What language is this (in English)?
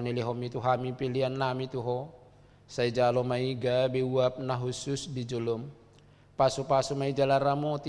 Batak Toba